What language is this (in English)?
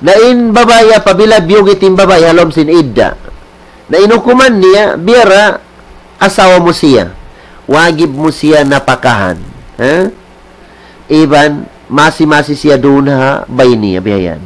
Tausug